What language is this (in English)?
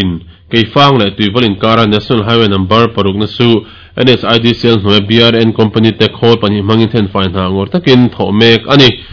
Mizo